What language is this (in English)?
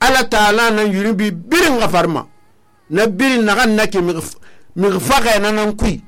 Susu